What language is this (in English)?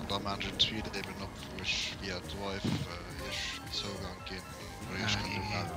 Luxembourgish